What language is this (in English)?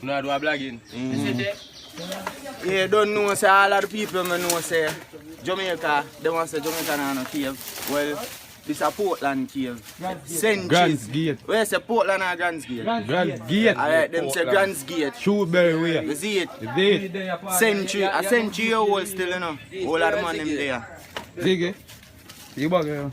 Jamaican Creole English